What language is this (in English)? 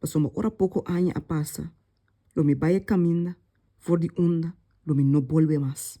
Papiamento